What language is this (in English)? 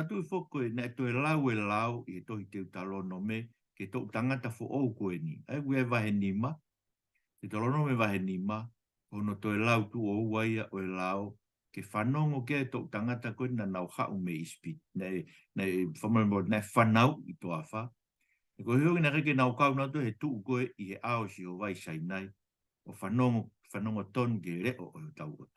Tongan